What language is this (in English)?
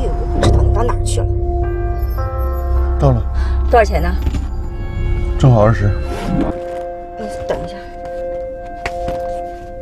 Chinese